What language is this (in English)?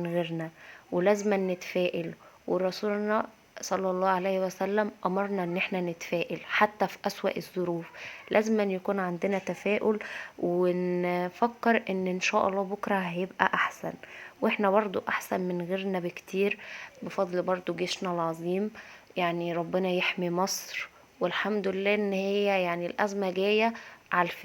Egyptian Arabic